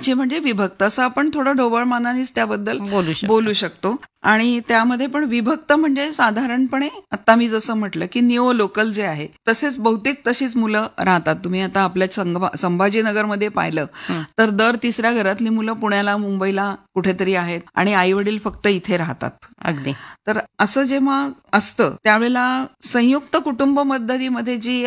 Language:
Marathi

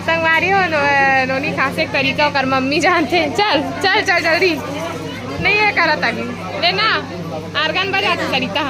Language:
Chhattisgarhi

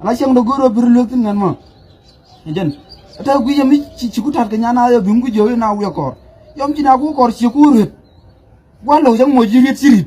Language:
Nuer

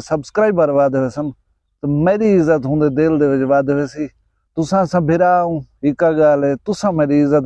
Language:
Saraiki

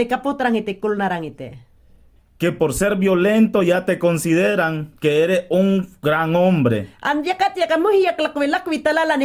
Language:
Mayangna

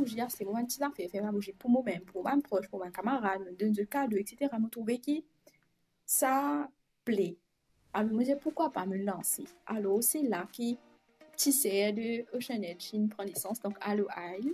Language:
Morisyen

